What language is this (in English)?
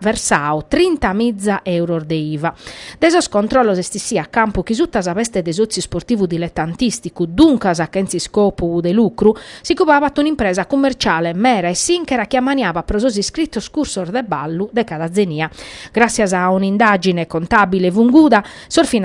Sardinian